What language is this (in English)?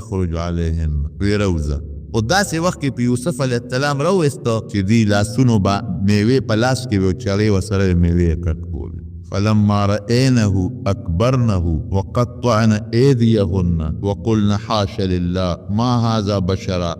Pashto